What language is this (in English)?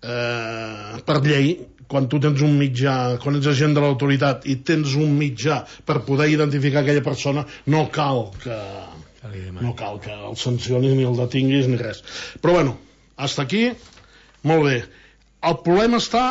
Catalan